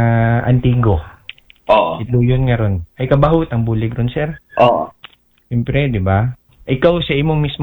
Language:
Aklanon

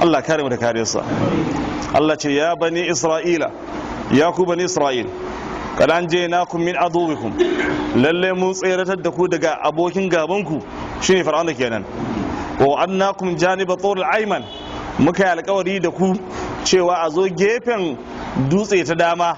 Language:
Hausa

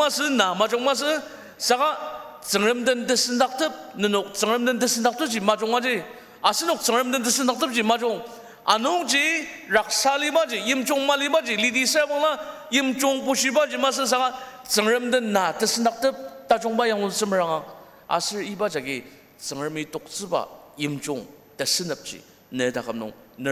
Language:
Ao Naga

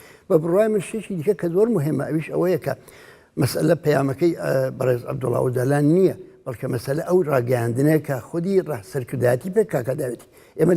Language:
Central Kurdish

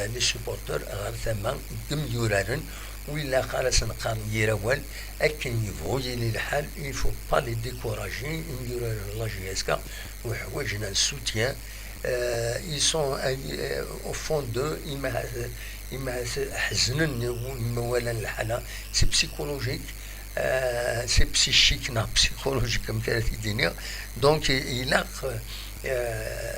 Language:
Kabyle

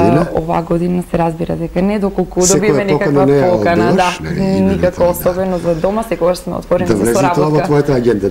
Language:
Macedonian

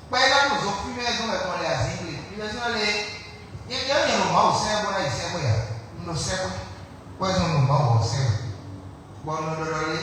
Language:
Fon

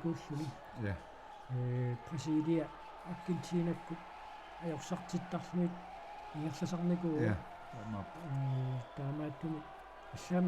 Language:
Kalaallisut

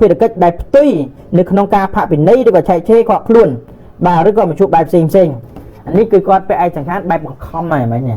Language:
Khmer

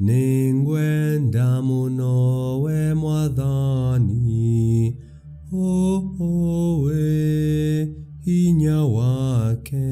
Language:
Kikuyu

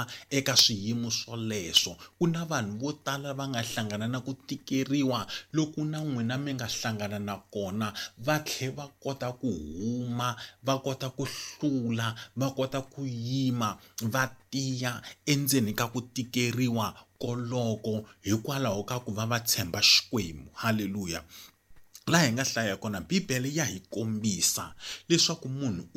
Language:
Tsonga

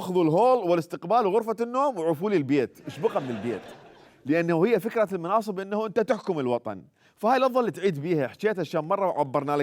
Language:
Mesopotamian Arabic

